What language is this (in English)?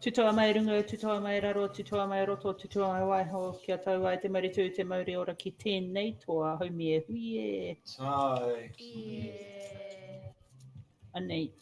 Māori